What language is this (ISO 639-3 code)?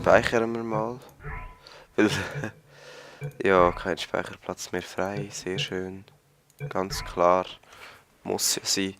gsw